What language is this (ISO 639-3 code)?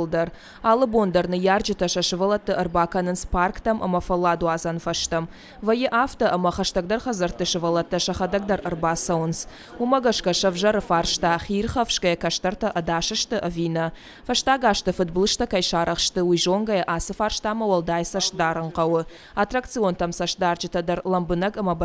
oss